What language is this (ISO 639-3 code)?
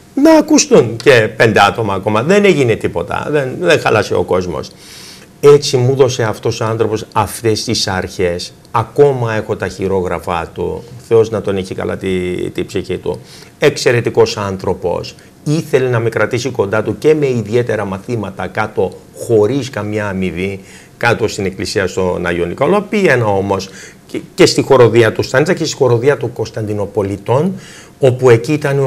ell